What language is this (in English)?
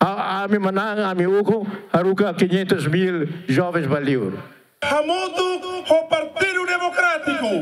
Tetum